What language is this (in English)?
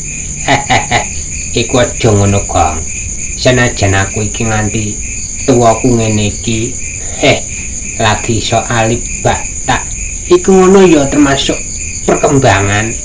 Javanese